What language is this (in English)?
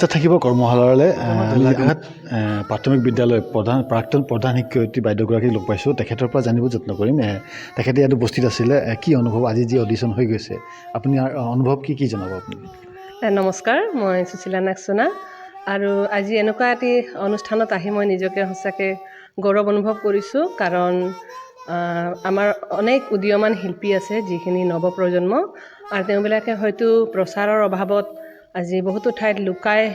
Assamese